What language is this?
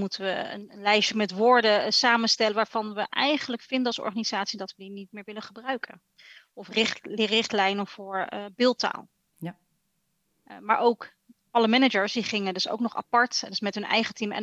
Dutch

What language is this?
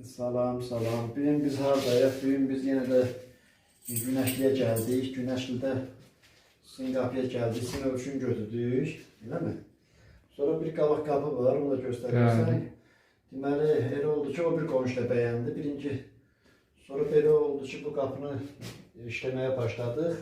Azerbaijani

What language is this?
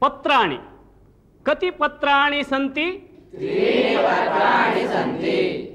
Sanskrit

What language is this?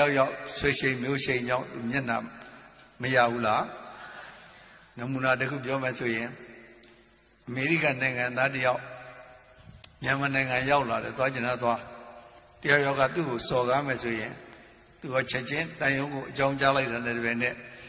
Burmese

